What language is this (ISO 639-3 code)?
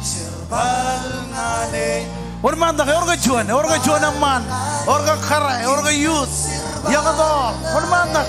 mah